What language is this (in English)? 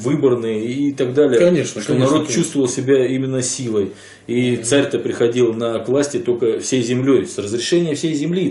Russian